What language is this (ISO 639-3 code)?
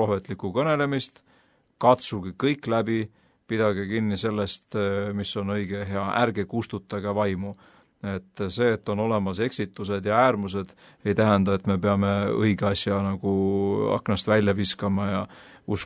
est